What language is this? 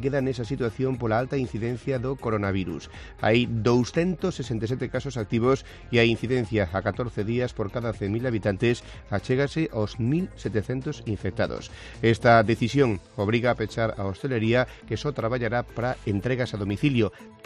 Galician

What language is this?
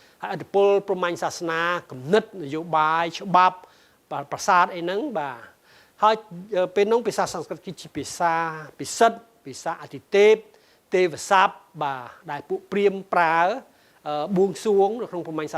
Khmer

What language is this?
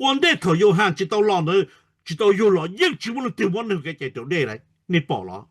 Hmong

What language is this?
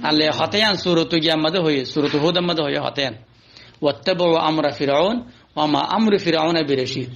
Rohingya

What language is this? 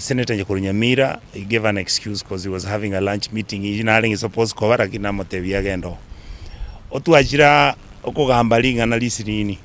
Gusii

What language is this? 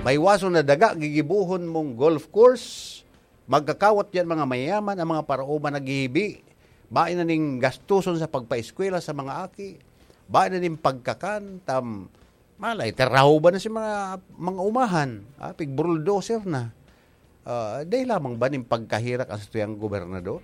Bikol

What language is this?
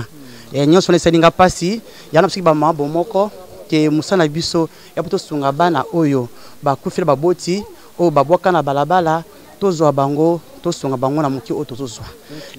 Lingala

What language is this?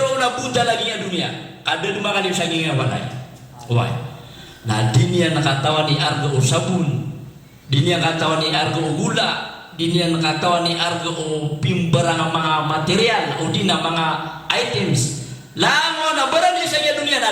Maranao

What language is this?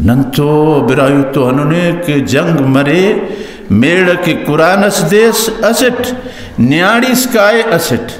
Brahui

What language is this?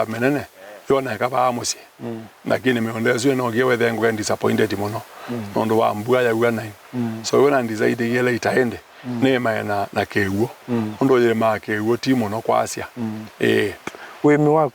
Kamba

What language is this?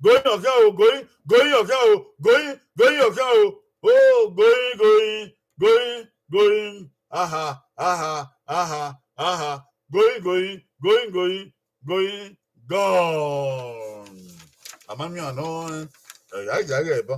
Bini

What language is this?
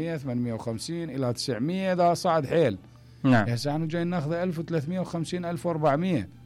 Mesopotamian Arabic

